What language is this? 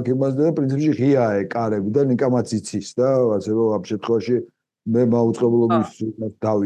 Georgian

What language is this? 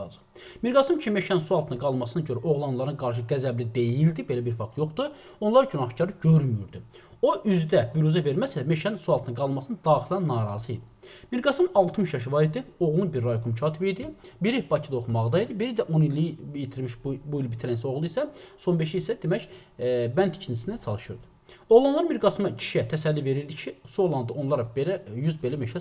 Azerbaijani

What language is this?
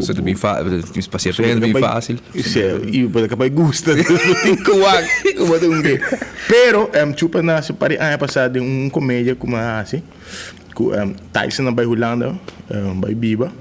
Papiamento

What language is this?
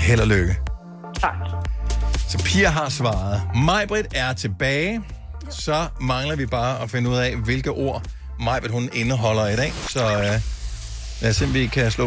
Danish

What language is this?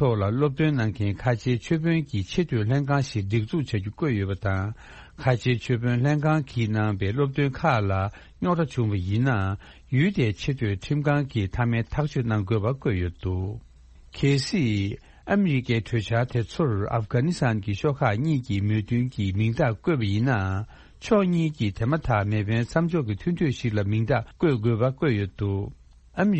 Tibetan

